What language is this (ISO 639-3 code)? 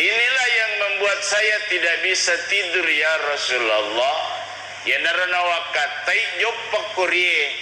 bug